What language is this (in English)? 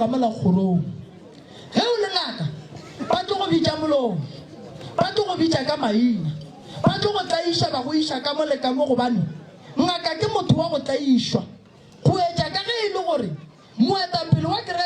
Northern Sotho